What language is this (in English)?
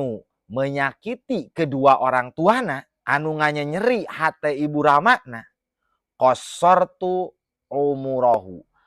Sundanese